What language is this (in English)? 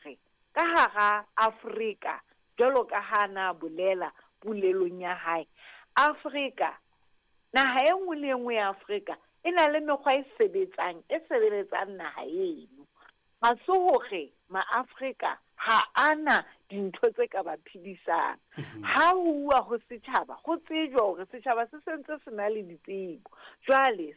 Southern Sotho